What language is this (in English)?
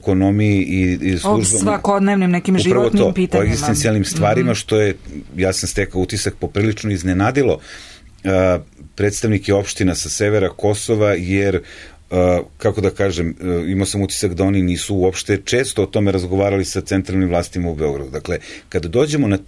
Serbian